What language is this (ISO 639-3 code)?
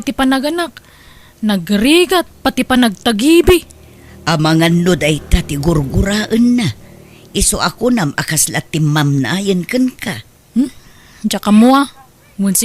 ilo